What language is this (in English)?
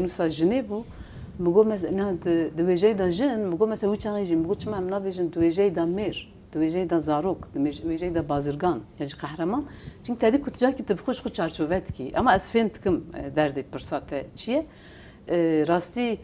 Kurdish